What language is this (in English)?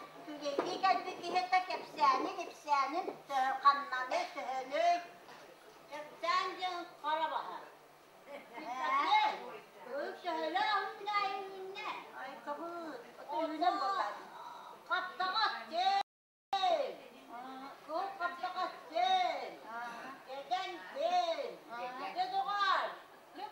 Yakut